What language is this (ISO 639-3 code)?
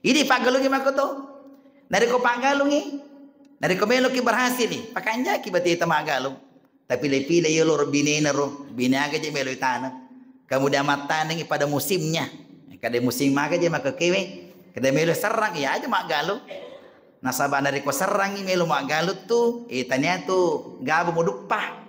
bug